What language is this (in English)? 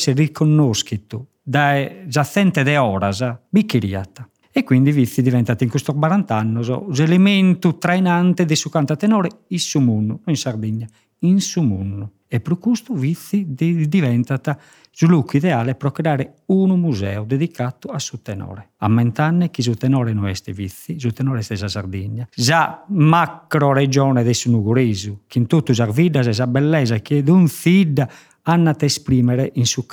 Sardinian